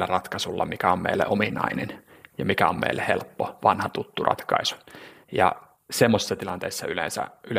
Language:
Finnish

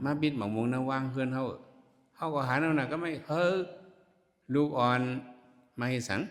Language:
Shan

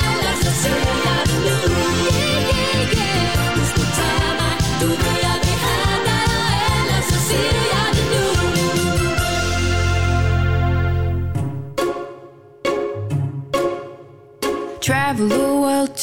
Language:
Danish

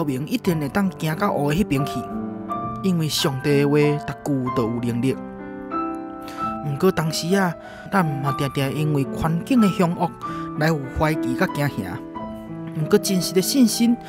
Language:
Min Nan Chinese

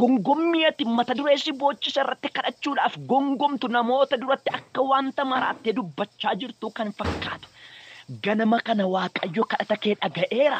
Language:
Oromo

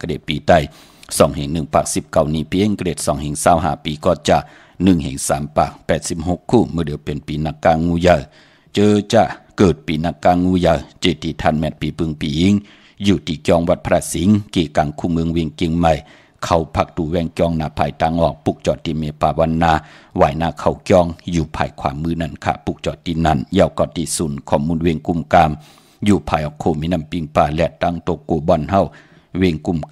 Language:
Shan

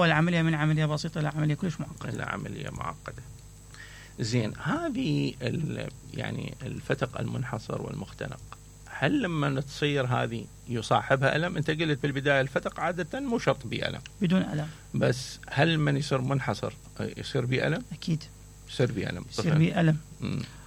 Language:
Mesopotamian Arabic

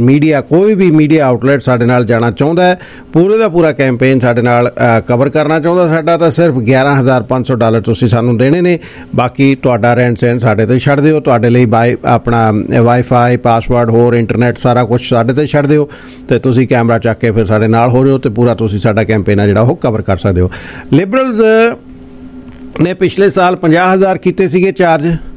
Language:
Punjabi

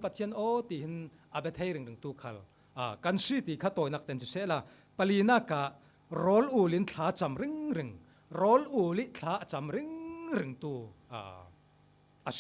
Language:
Falam Chin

